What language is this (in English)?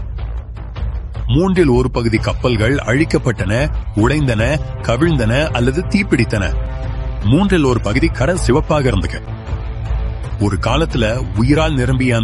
Tamil